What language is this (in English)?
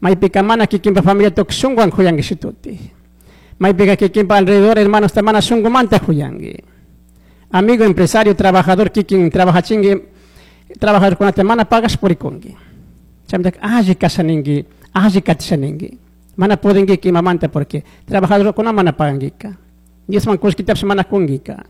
Chimborazo Highland Quichua